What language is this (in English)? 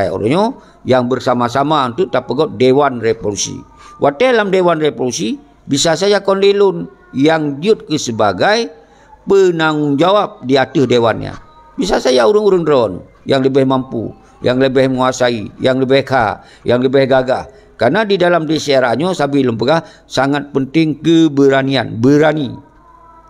Achinese